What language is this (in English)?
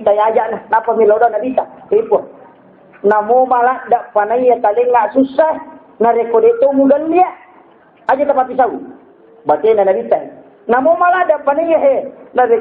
Buginese